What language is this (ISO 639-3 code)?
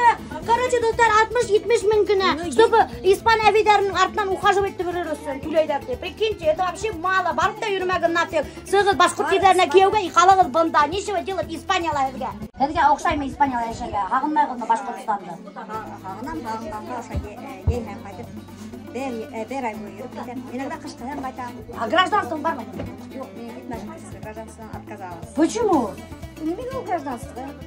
bak